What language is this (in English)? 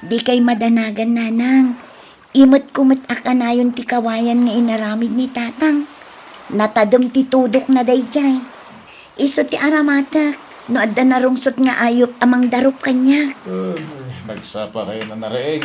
Iloko